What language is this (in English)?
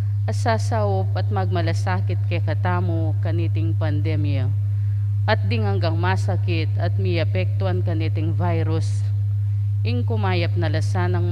Pampanga